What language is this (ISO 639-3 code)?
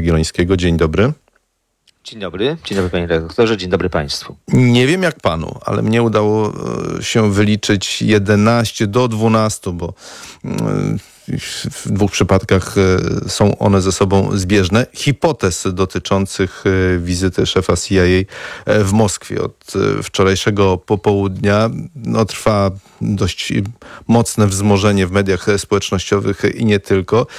pol